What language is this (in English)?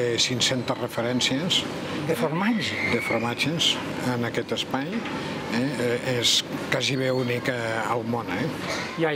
Catalan